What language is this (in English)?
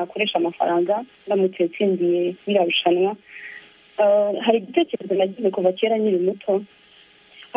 Kinyarwanda